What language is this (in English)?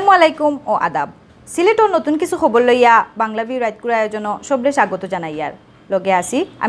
Sylheti